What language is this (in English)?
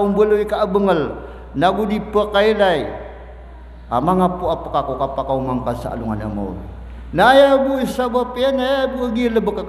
Maranao